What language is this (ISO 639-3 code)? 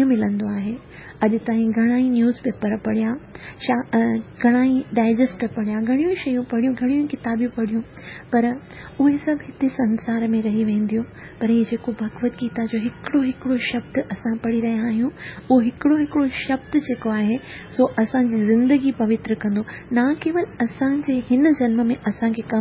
snd